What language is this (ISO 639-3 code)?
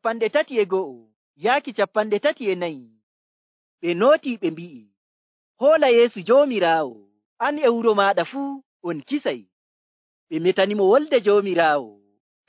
fuv